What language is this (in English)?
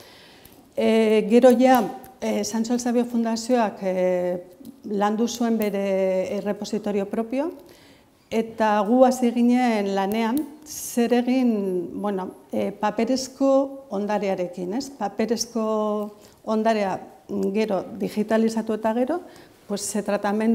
Basque